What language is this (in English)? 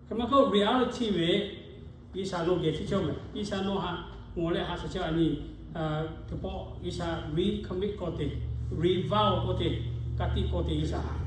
Lahu